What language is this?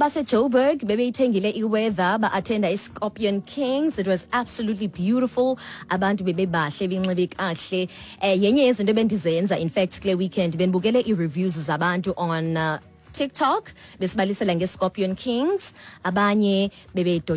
Xhosa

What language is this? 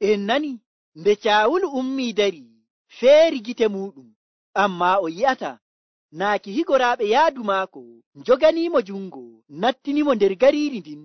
Nigerian Fulfulde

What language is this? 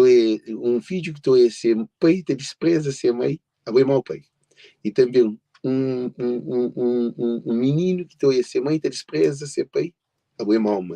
Kabuverdianu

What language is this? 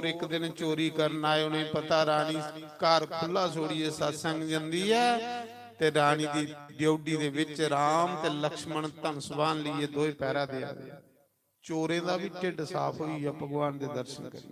Dogri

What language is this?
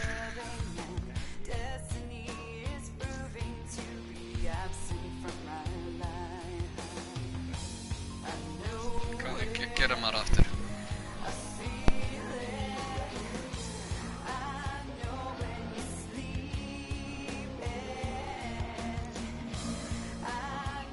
Icelandic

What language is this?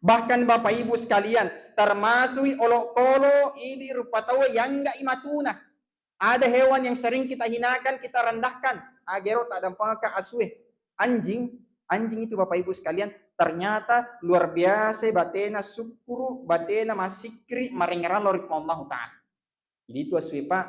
Buginese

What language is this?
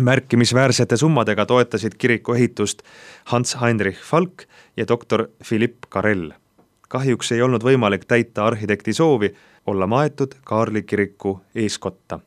Estonian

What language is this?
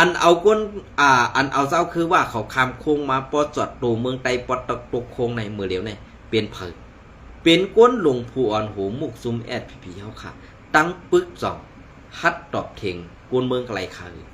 Shan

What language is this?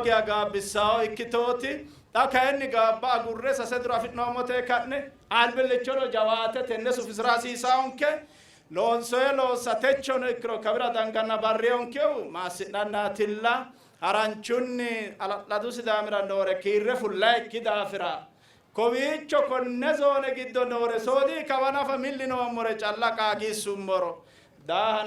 Sidamo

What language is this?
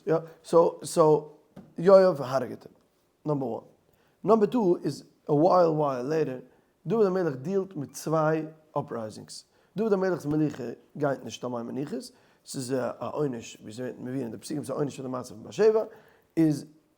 Yiddish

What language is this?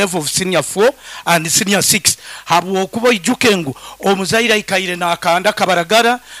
Nyoro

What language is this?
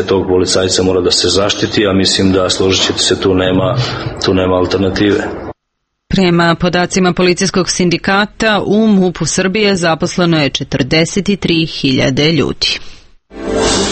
Serbian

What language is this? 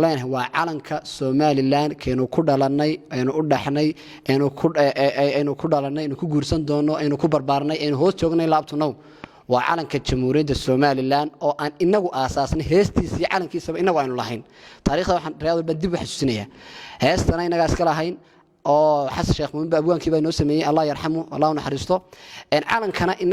Somali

